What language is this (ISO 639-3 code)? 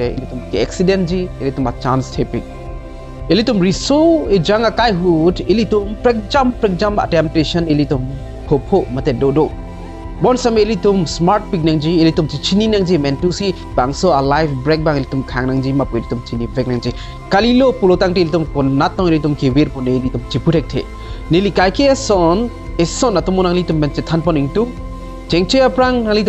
mjw